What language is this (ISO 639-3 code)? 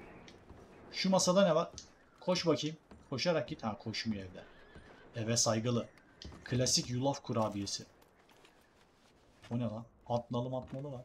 tur